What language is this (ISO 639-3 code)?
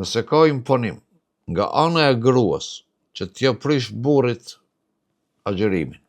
sqi